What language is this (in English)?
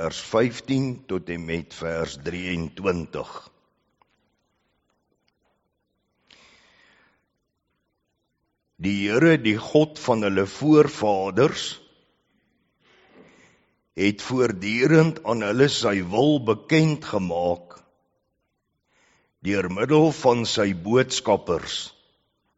Afrikaans